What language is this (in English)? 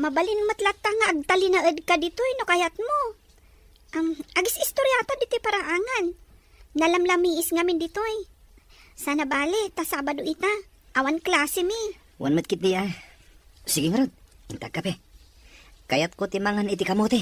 Iloko